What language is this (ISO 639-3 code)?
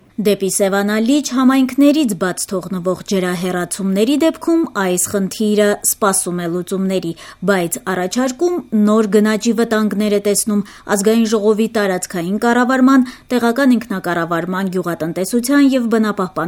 hye